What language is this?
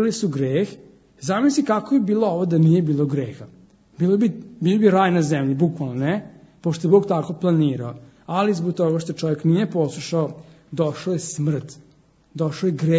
Serbian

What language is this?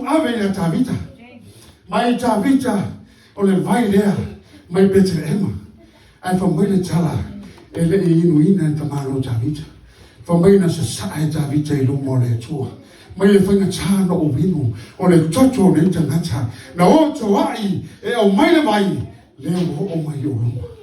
Samoan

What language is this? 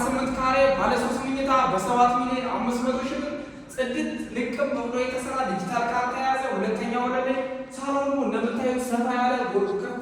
Amharic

